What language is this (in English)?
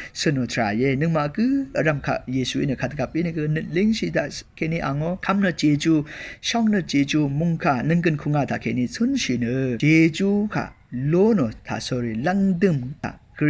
Rawang